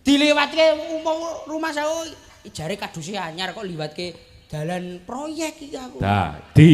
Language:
Javanese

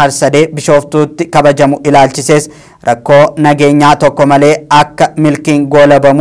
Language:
Oromo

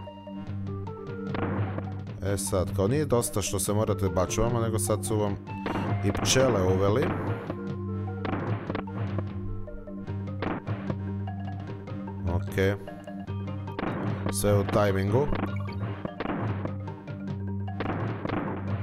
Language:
Croatian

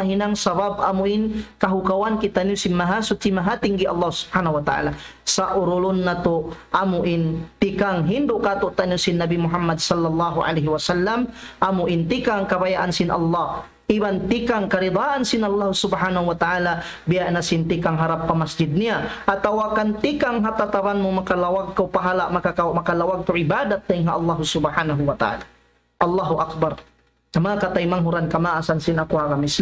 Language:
Tausug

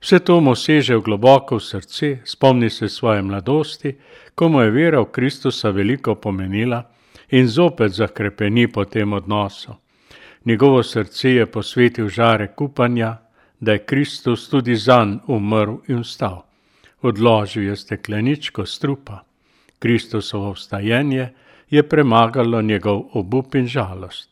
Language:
Slovenian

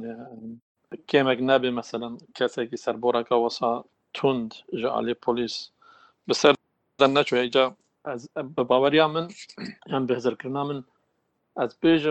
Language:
Kurdish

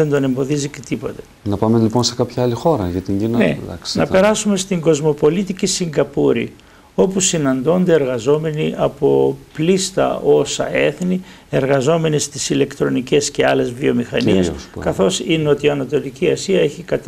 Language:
Greek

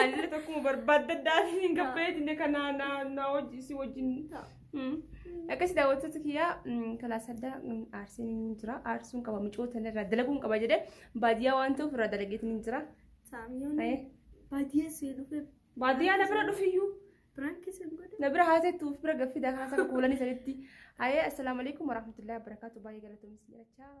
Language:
Oromo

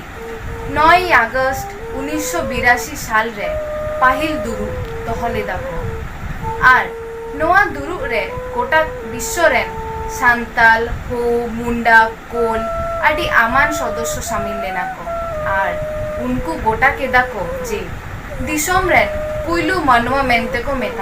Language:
Santali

